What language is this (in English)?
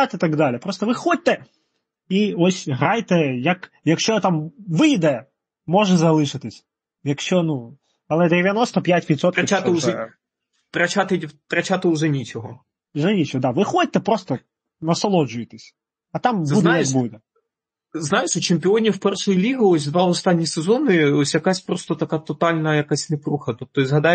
Ukrainian